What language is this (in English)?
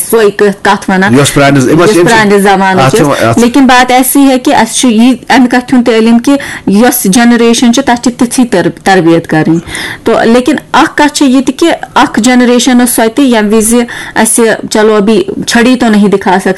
Kashmiri